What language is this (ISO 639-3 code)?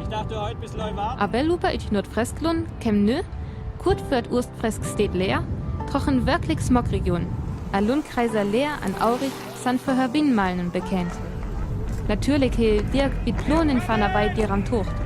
frr